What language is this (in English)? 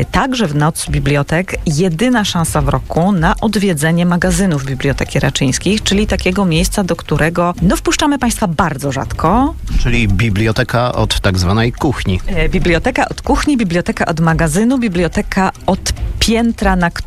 Polish